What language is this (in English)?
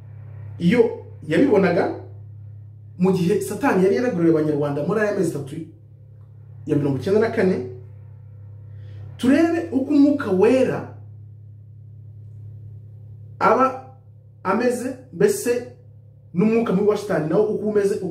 Kinyarwanda